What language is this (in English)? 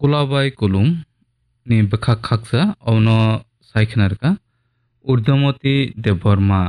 Kok Borok